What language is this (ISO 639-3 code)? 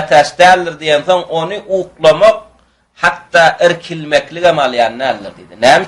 tuk